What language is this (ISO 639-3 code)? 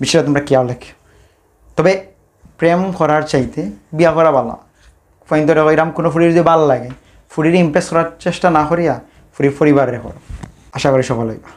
syl